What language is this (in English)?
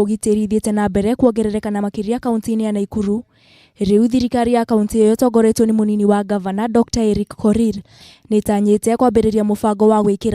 Kikuyu